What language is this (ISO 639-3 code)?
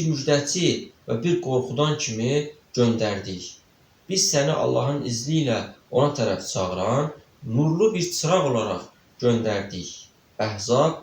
aze